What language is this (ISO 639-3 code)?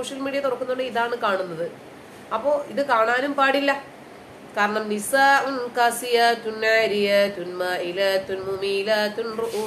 mal